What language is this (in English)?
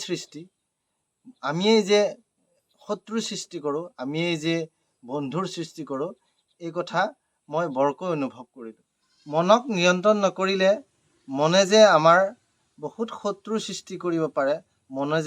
Assamese